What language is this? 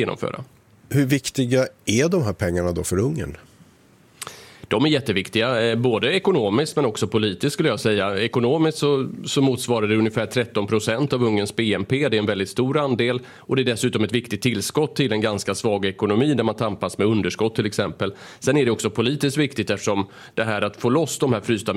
Swedish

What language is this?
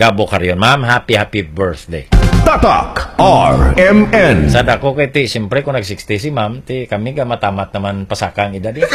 Hiligaynon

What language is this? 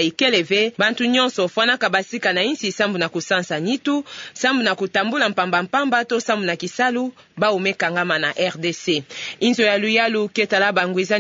Kituba (Democratic Republic of Congo)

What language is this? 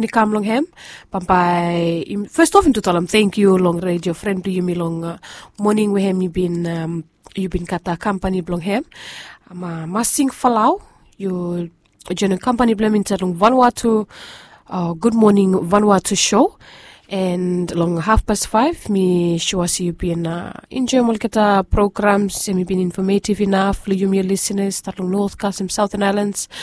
Bislama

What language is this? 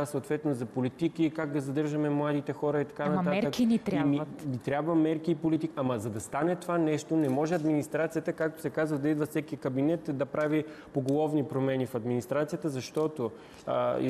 Bulgarian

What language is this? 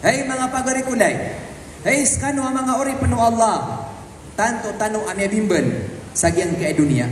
Maranao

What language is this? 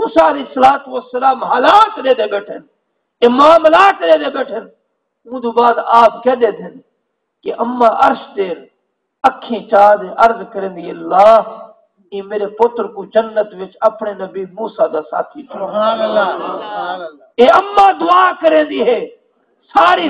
Saraiki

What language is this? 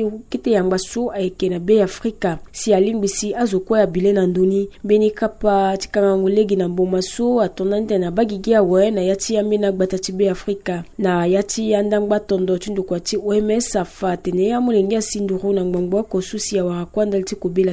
Sango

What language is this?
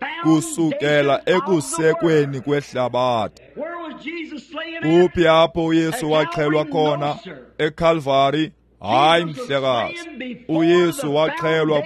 Xhosa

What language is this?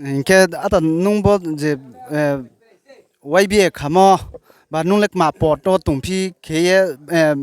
Riang (India)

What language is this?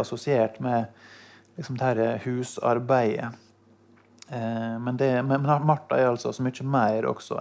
Norwegian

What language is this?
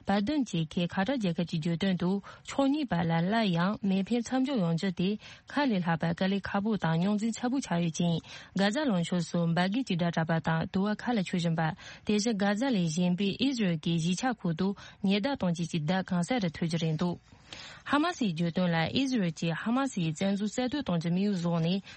Tibetan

